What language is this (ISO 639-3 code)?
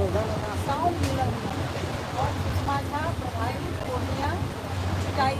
mai